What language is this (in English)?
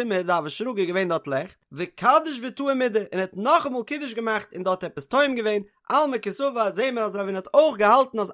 Yiddish